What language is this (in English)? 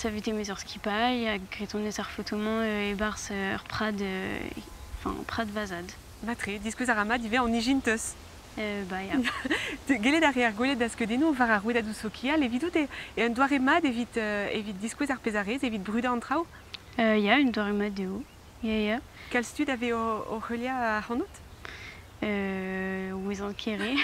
Breton